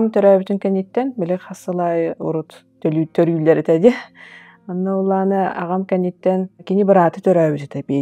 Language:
Yakut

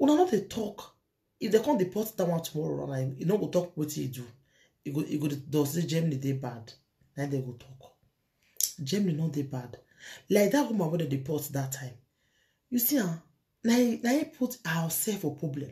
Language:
Nigerian Pidgin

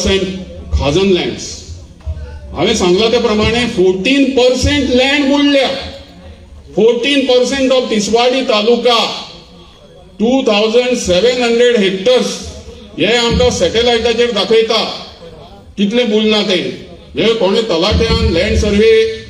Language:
Konkani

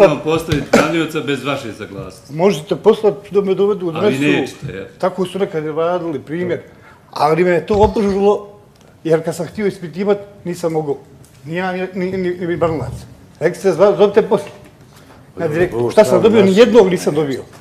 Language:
Bosnian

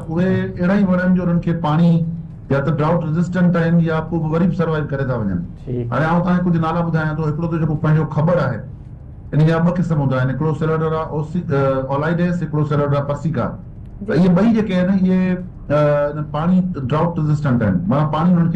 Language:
Sindhi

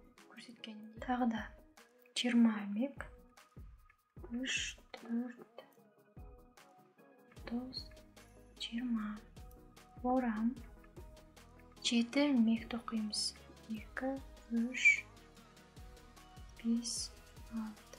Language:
Kazakh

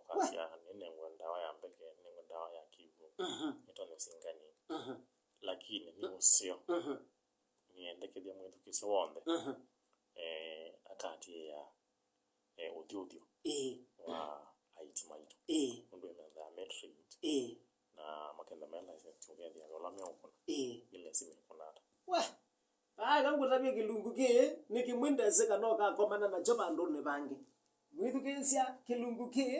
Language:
Kamba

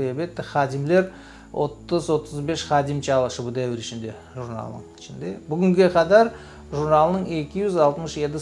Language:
Crimean Tatar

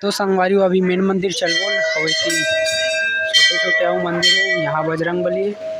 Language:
Chhattisgarhi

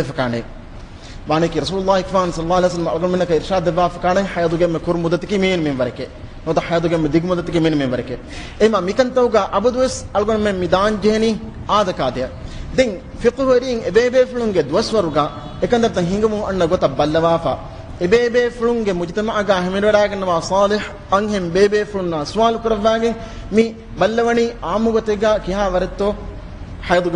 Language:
Divehi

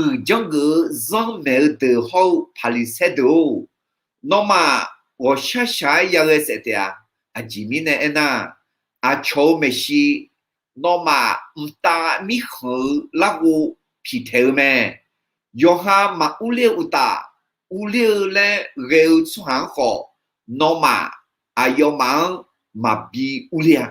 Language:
Akha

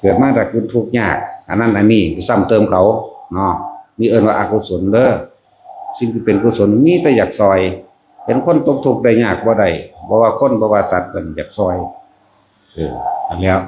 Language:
Northeastern Thai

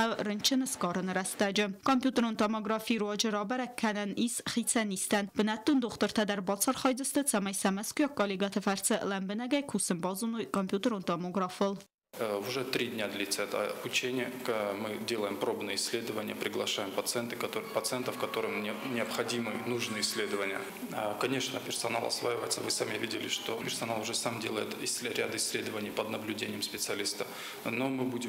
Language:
Ossetic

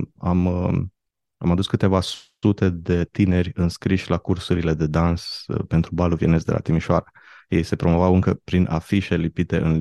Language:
Romanian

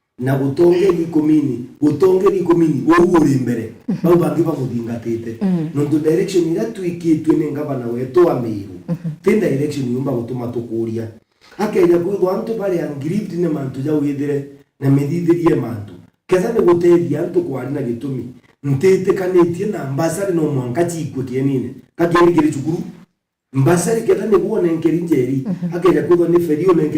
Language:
Meru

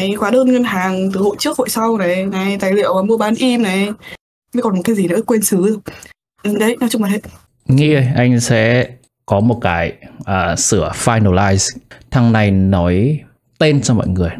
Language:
Vietnamese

